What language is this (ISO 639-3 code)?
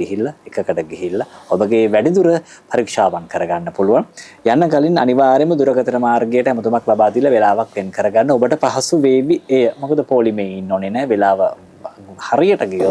sin